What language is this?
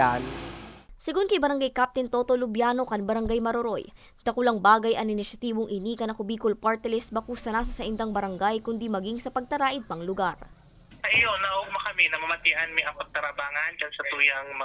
Bikol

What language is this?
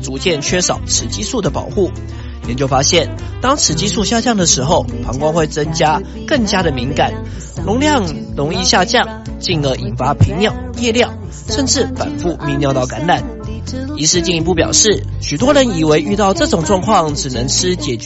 Chinese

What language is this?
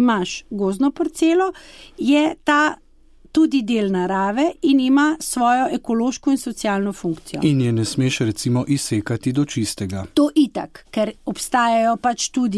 Slovenian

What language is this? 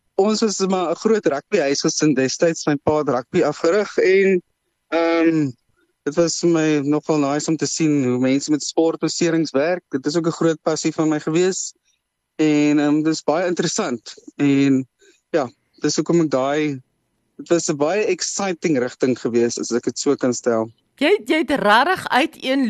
Afrikaans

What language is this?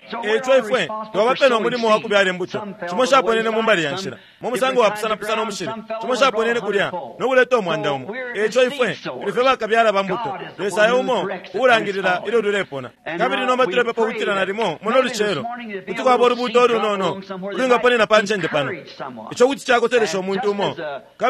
Bemba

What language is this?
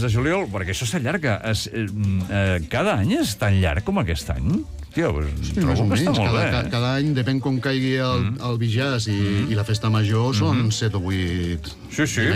Catalan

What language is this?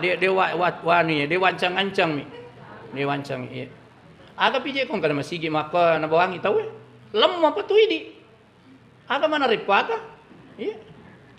Buginese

